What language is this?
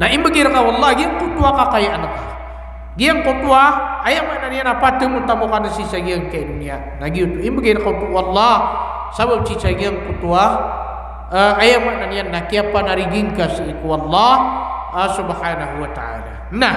Maranao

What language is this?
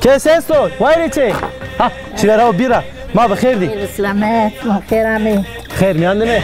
Zaza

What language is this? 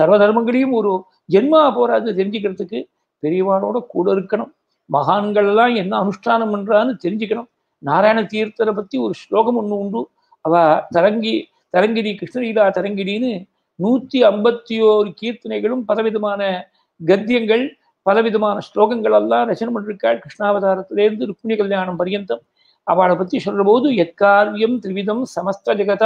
Tamil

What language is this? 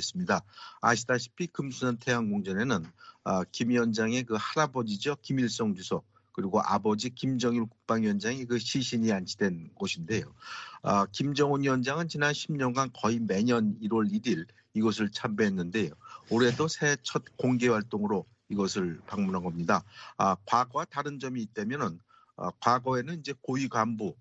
Korean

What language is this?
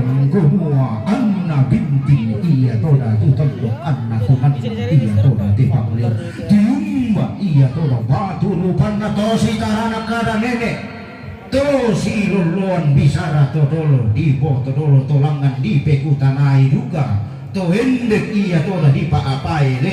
Toraja-Sa'dan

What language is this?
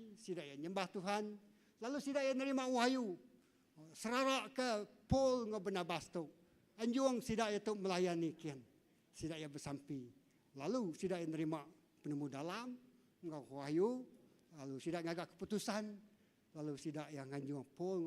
Iban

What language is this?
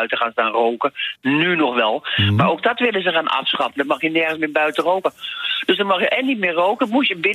Dutch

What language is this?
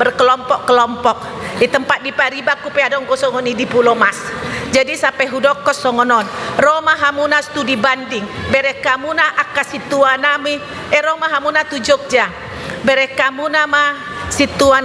Batak Toba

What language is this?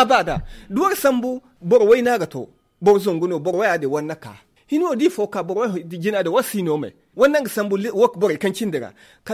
Zarma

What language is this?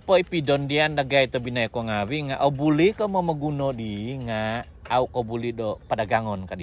Central Dusun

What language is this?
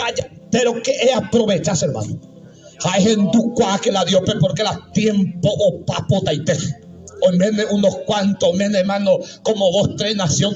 Guarani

